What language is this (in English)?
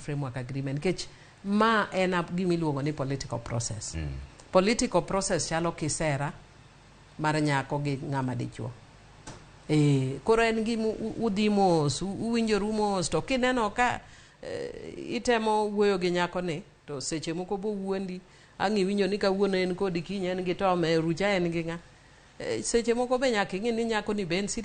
Luo (Kenya and Tanzania)